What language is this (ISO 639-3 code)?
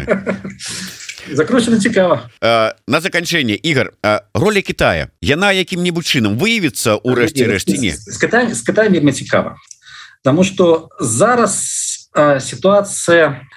bel